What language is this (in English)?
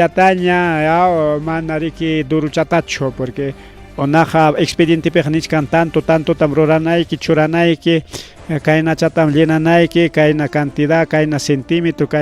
Ayacucho Quechua